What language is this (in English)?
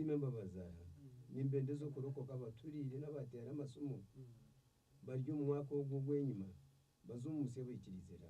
Nyankole